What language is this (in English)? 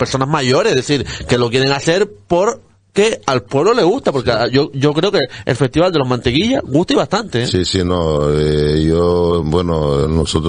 Spanish